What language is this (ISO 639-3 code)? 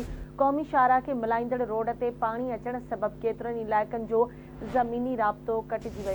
snd